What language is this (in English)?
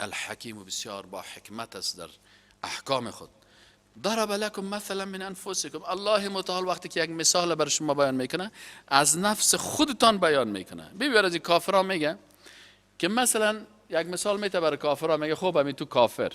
Persian